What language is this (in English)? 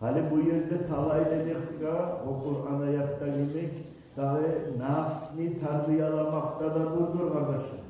Kumyk